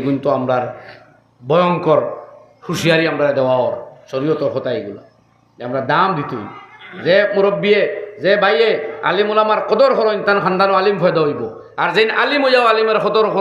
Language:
Sylheti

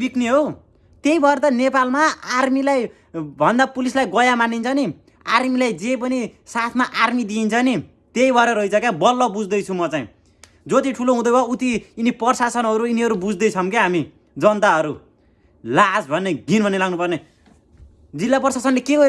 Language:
Nepali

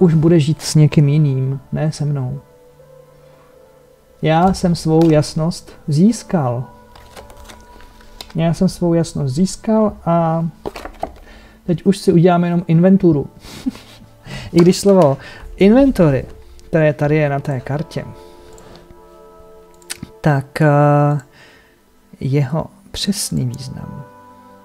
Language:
Czech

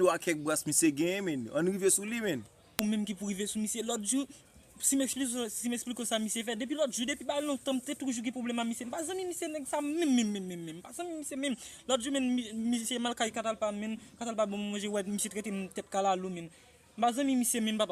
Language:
Haitian Creole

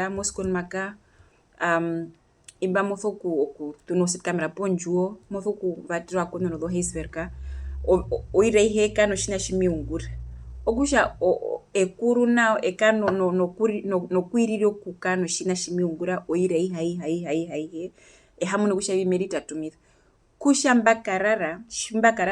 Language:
Herero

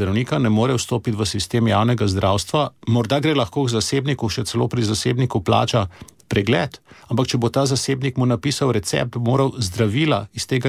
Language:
Slovenian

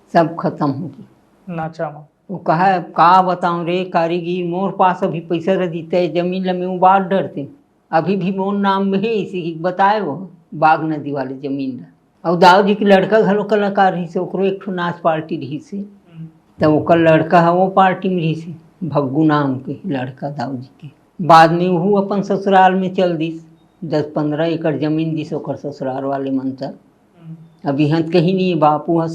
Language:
Chhattisgarhi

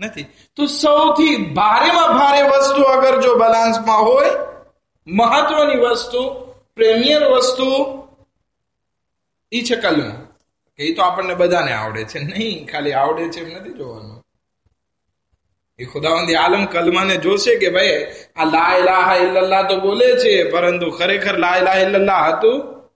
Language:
Gujarati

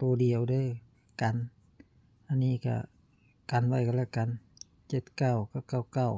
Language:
Northeastern Thai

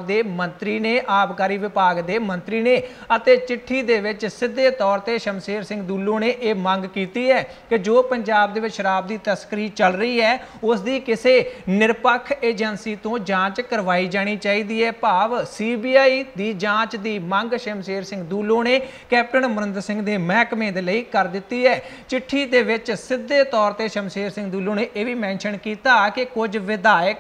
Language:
Punjabi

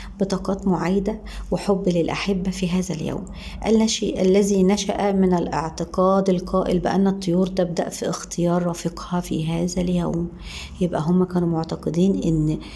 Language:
Egyptian Arabic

